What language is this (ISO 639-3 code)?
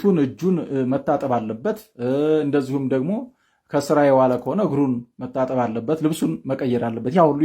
amh